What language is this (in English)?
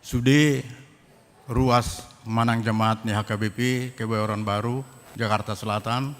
Batak Toba